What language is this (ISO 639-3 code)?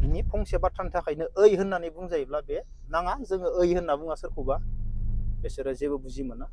brx